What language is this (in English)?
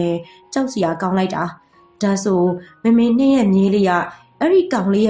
Burmese